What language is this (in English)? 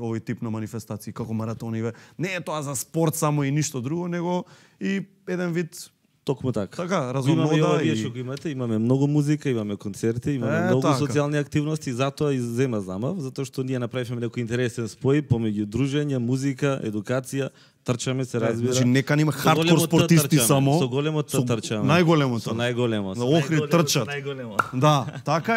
Macedonian